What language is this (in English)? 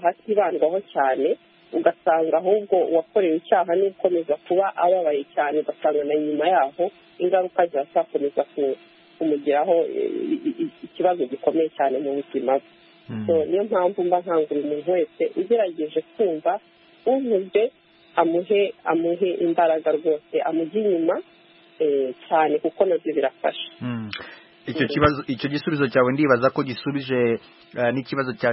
Kinyarwanda